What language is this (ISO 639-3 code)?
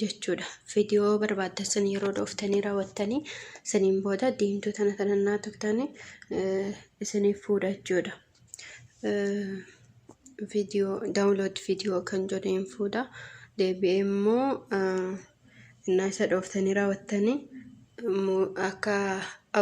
orm